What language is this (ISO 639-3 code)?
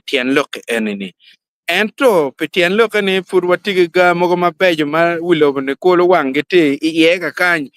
ach